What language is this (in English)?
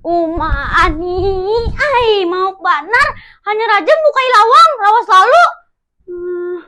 Banjar